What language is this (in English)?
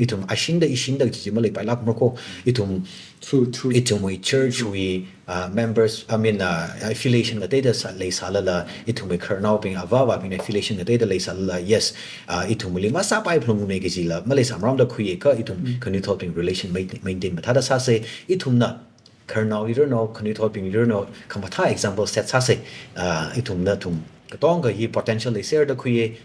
Tangkhul Naga (India)